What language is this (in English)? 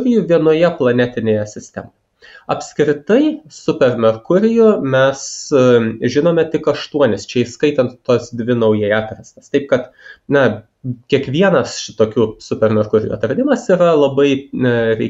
Lithuanian